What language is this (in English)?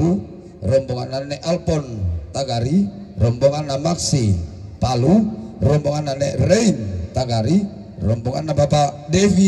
Toraja-Sa'dan